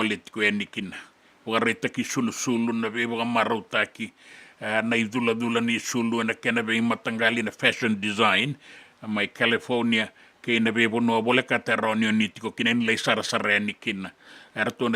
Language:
Fijian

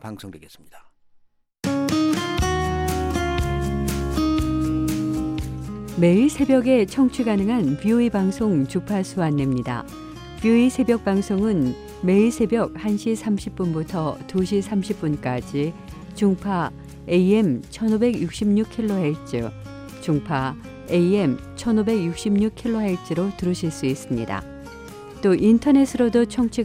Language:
Korean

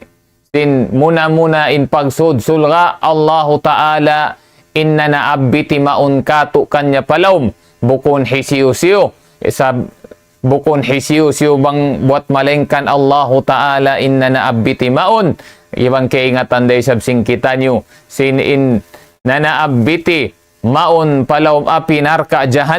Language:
Tausug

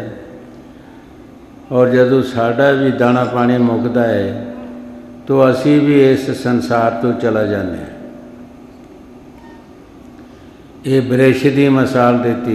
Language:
Punjabi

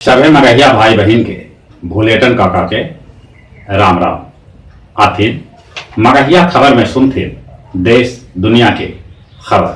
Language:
Magahi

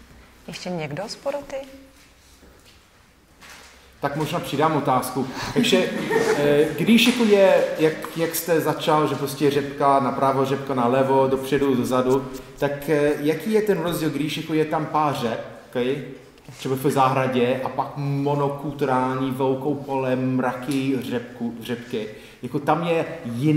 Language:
Czech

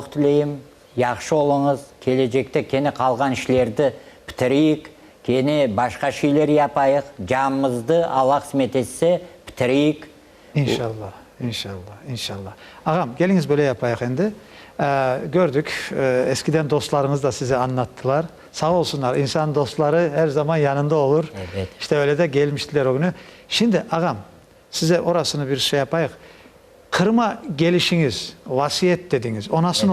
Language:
Crimean Tatar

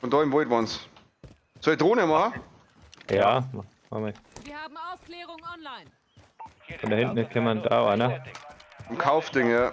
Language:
Bavarian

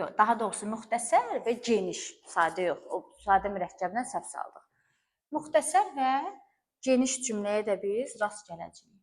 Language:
Azerbaijani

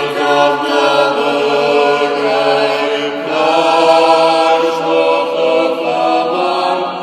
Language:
Ossetic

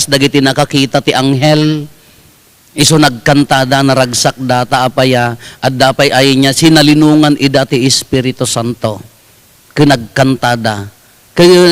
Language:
Iloko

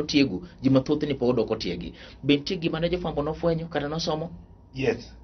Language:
Luo (Kenya and Tanzania)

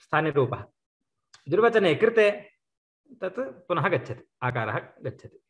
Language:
Sanskrit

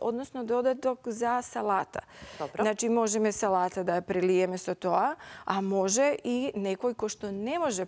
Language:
Macedonian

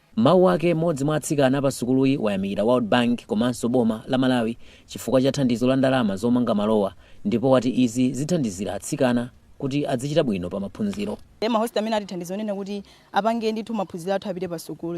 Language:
Nyanja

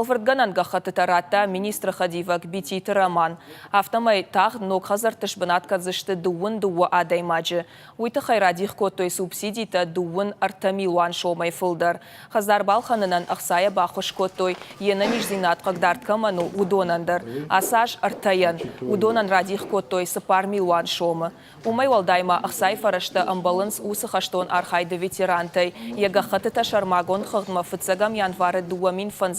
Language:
Ossetic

